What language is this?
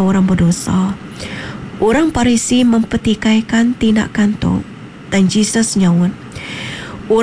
Iban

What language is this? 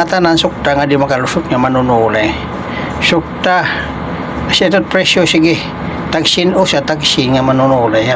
Waray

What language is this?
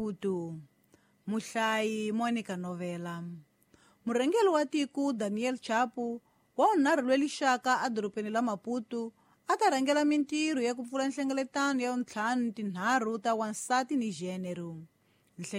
Tsonga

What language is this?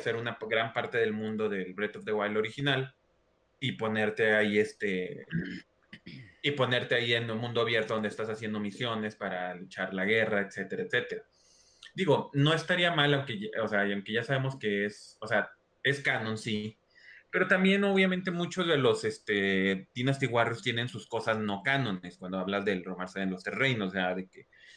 Spanish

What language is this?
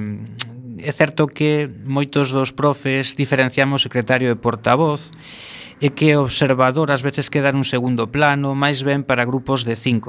Galician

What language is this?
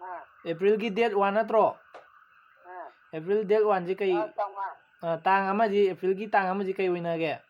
Manipuri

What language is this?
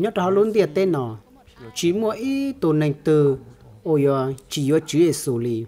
Hmong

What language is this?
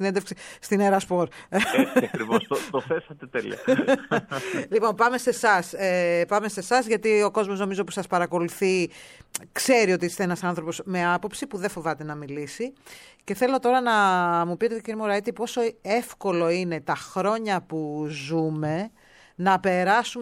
Greek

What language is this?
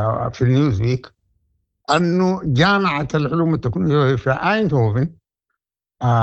Sudanese Arabic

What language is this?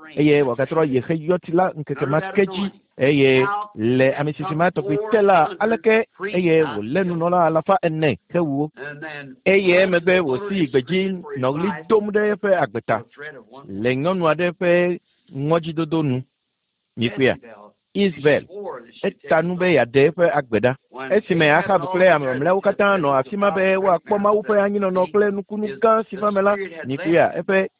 Ewe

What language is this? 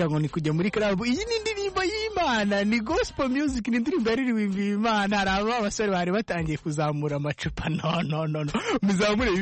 Kinyarwanda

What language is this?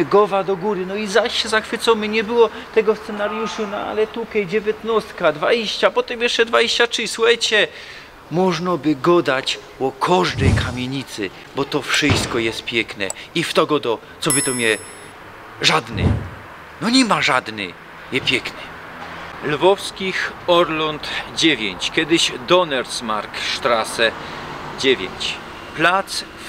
Silesian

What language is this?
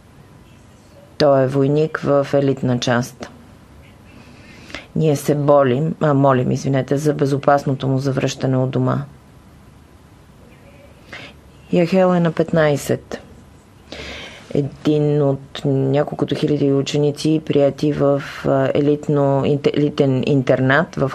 Bulgarian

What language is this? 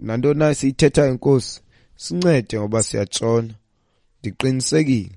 Xhosa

